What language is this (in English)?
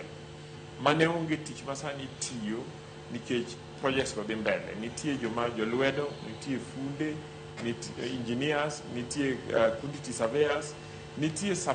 Luo (Kenya and Tanzania)